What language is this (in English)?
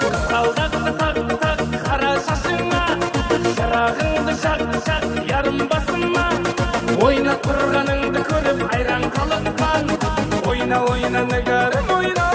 Kara-Kalpak